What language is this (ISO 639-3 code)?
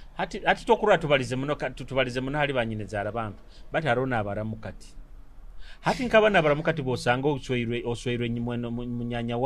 nyo